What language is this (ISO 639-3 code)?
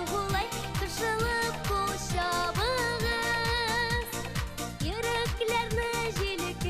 bak